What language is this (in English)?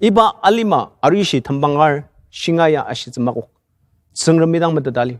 Ao Naga